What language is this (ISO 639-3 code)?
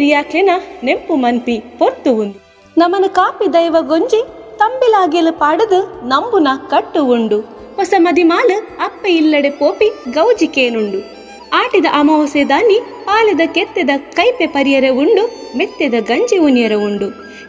tcy